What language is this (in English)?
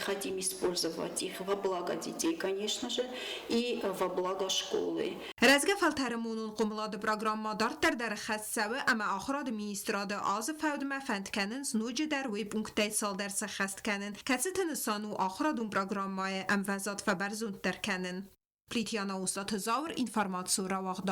Ossetic